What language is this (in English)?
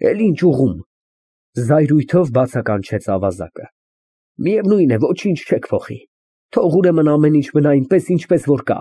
Armenian